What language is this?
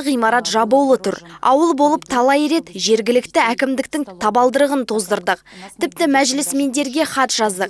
Kazakh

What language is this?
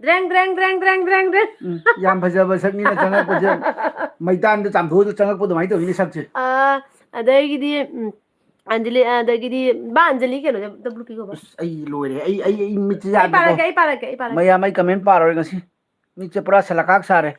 Manipuri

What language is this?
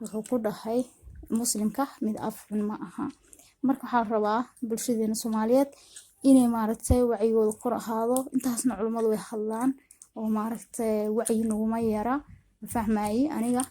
Somali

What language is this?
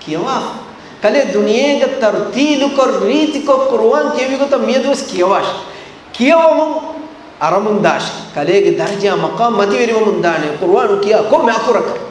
Divehi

